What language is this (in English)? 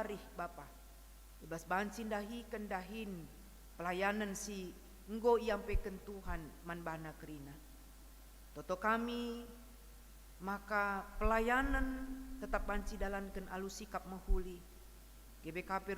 Batak Karo